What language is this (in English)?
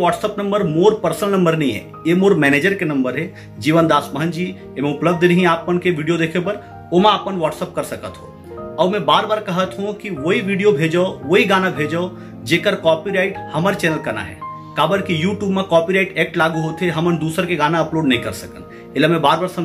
Chhattisgarhi